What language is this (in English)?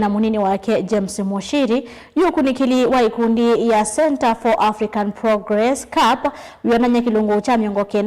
Kamba